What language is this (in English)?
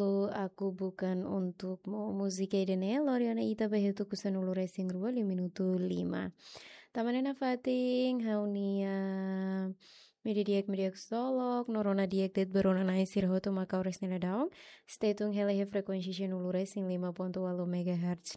Tetum